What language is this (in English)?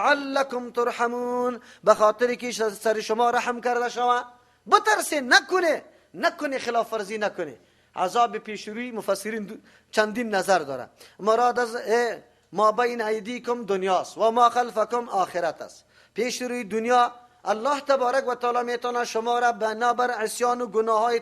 Persian